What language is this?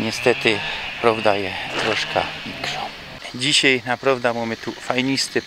Silesian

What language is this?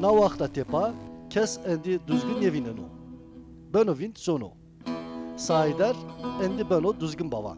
Zaza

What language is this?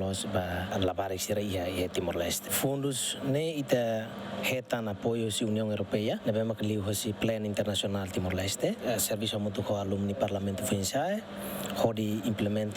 Tetum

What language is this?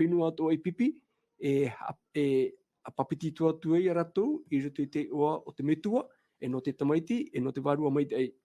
Tahitian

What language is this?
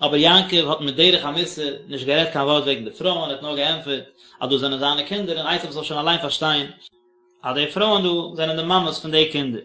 Yiddish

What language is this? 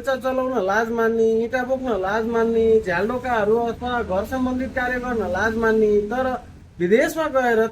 Nepali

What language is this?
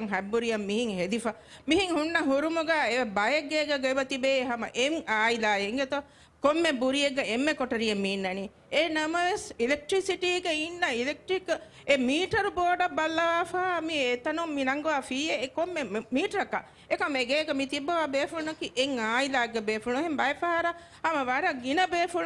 Divehi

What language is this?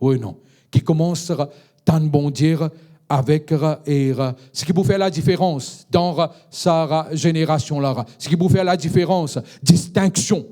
Morisyen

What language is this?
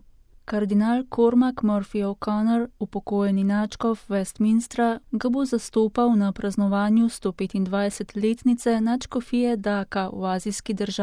Slovenian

